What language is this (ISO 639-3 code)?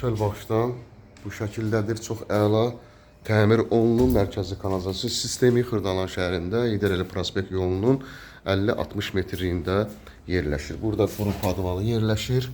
aze